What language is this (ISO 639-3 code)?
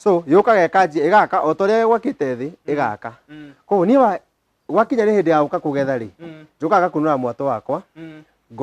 kik